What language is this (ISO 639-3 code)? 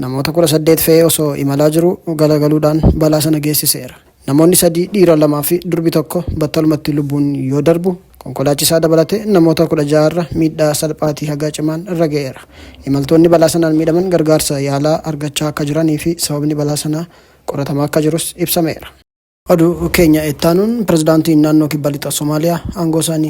orm